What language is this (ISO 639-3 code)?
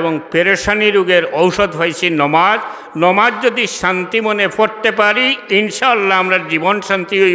syl